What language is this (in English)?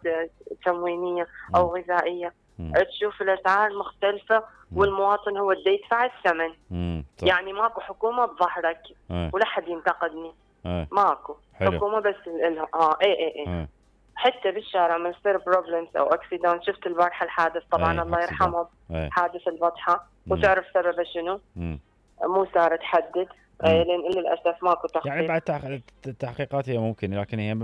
Mesopotamian Arabic